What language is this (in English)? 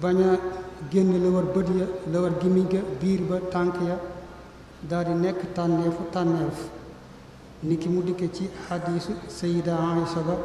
Wolof